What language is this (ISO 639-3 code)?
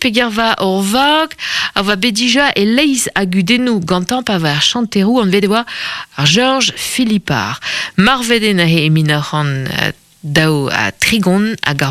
bre